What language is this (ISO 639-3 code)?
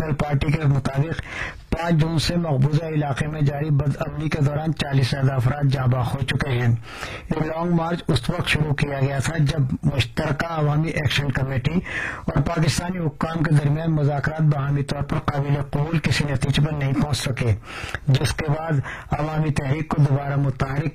urd